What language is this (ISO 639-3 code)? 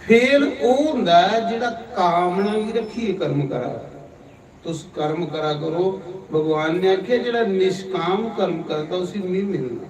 doi